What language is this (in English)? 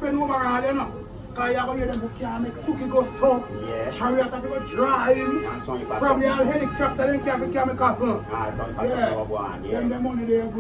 Jamaican Creole English